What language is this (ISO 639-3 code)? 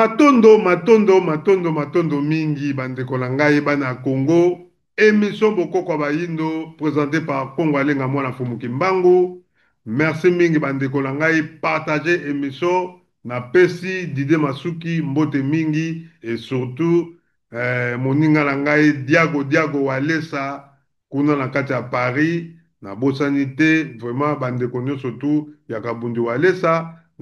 lin